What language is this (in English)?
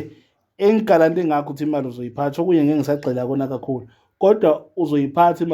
Zulu